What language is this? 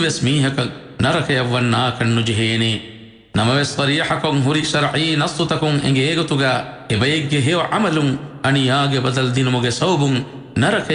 Divehi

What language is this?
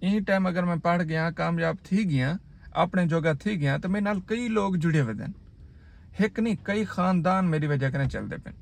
Saraiki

